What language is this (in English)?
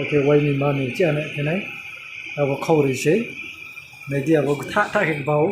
Riang (India)